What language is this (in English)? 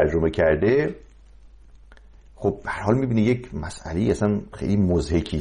Persian